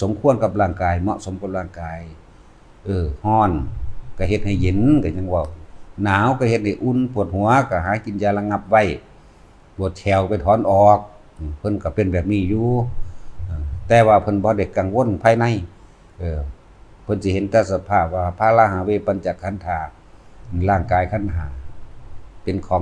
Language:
Lao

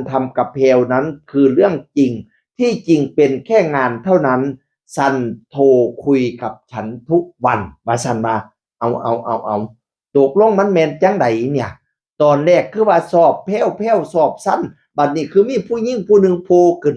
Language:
Northeastern Thai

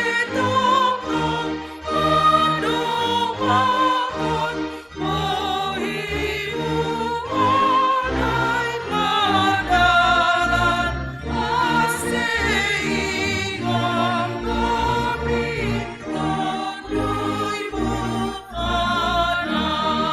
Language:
Batak Simalungun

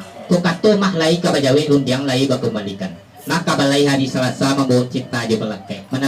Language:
Minangkabau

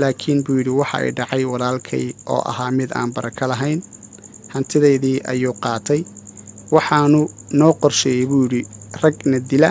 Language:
Somali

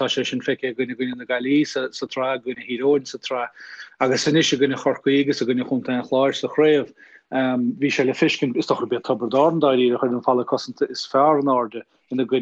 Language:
Irish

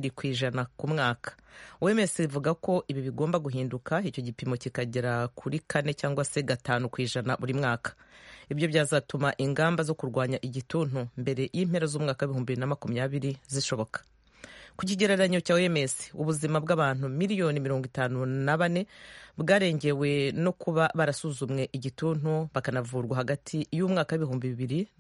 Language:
Kinyarwanda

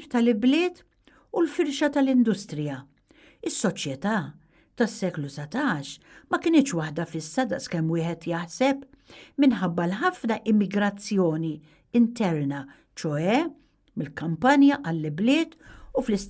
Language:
Maltese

